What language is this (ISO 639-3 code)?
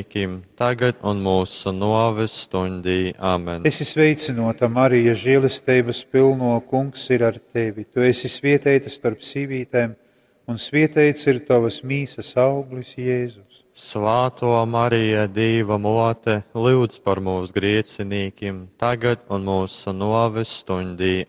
ltg